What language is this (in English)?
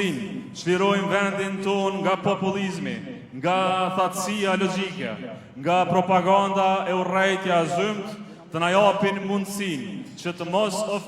Albanian